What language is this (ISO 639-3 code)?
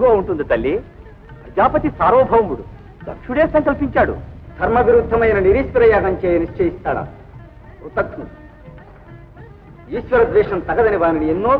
tel